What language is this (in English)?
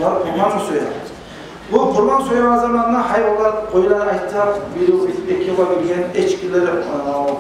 Kumyk